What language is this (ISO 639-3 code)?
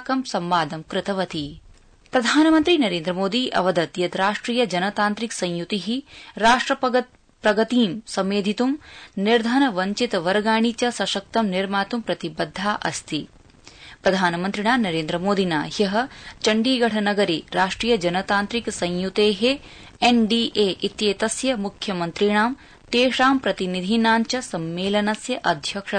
san